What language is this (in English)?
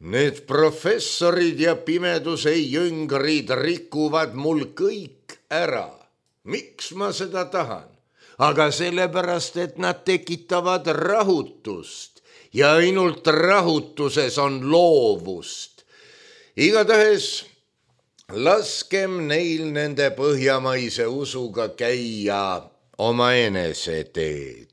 Estonian